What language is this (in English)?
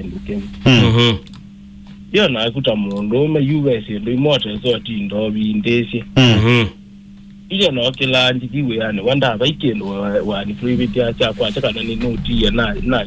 Kamba